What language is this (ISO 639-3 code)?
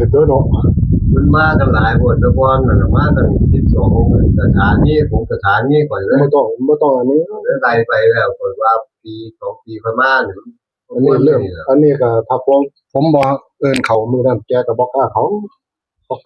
tts